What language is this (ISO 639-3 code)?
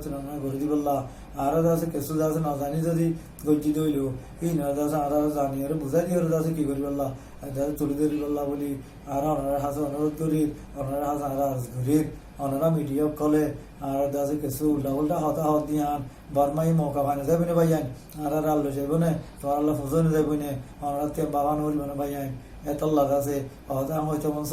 rhg